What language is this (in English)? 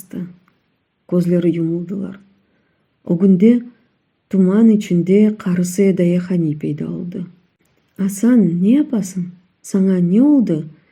Crimean Tatar